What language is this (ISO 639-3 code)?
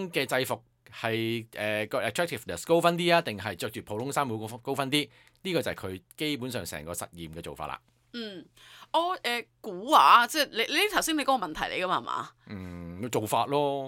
yue